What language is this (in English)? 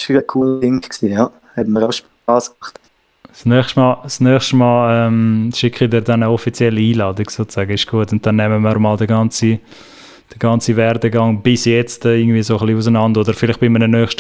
Swiss German